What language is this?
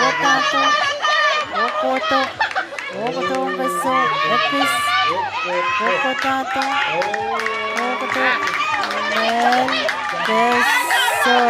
Pohnpeian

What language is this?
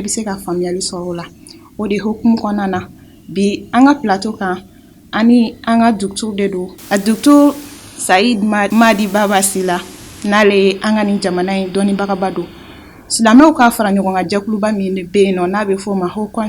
Bambara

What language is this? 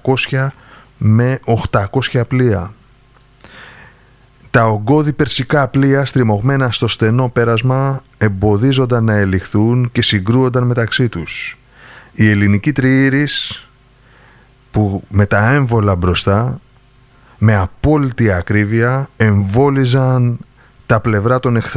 Greek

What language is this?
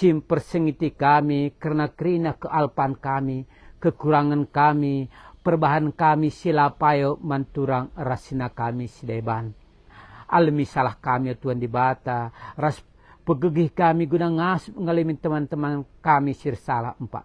Batak Karo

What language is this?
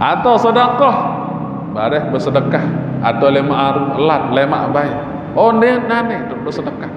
Sasak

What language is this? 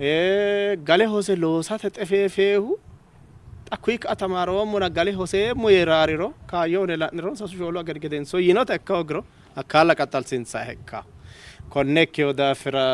Sidamo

